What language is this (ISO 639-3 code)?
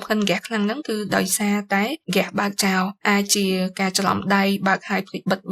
khm